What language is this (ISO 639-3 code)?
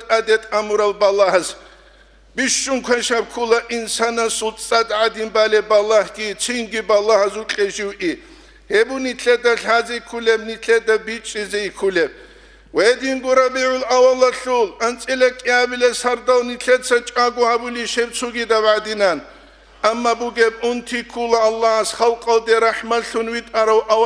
ava